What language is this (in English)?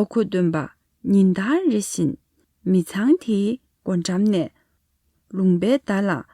Tibetan